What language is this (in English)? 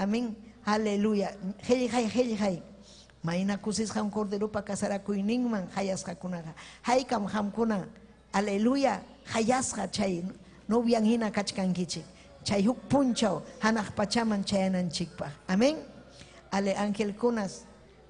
Ayacucho Quechua